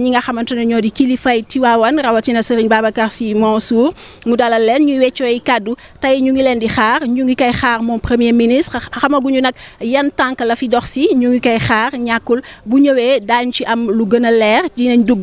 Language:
Wolof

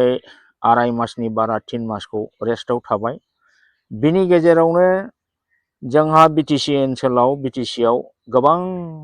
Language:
Bodo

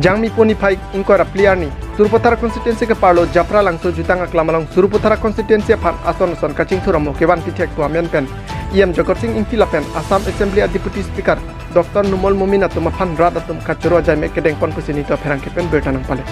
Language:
Karbi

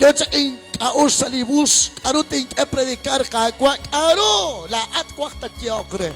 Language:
Kekchí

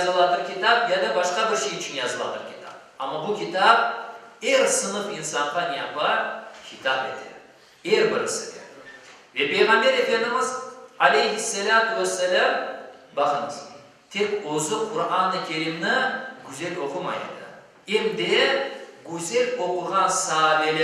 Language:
Crimean Tatar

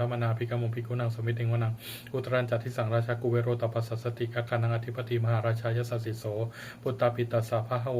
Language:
Pali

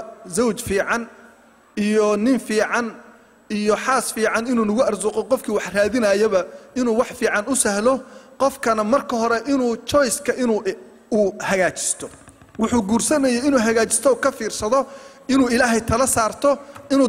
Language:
Somali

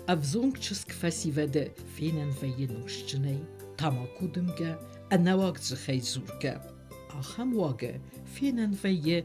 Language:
Ossetic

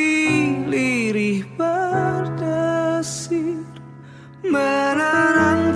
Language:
Indonesian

